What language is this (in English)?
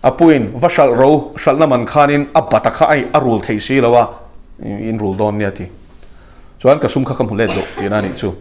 Mizo